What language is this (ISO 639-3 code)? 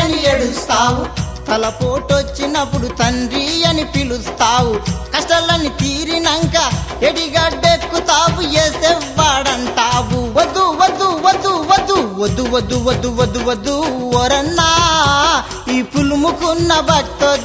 tel